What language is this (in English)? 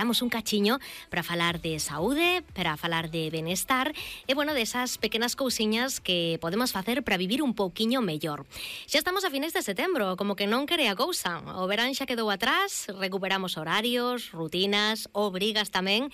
Galician